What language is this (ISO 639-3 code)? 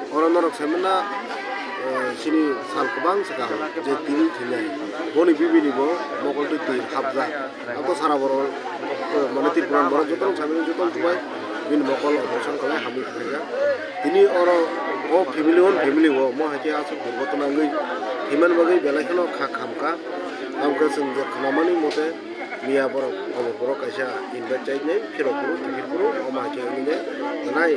trp